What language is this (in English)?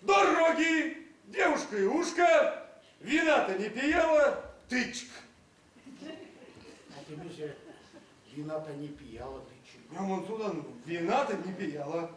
Erzya